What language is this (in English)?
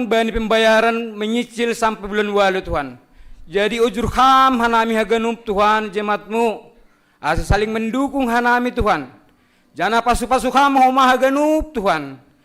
Batak Simalungun